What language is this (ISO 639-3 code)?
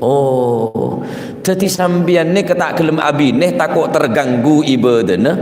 mad